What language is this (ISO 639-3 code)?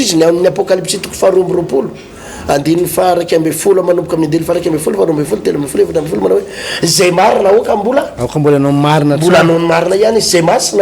mlg